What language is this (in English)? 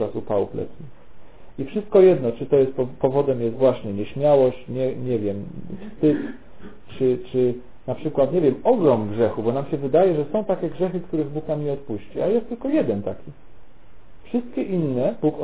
Polish